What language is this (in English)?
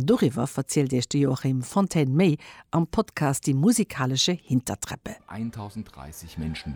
Luxembourgish